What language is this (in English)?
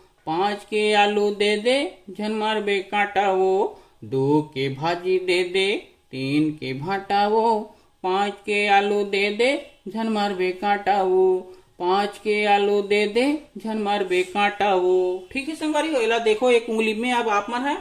Chhattisgarhi